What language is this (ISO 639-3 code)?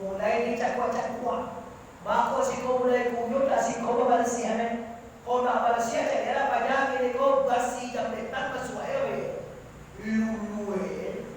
min